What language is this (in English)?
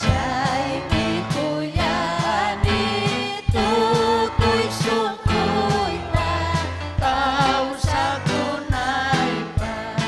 Ayacucho Quechua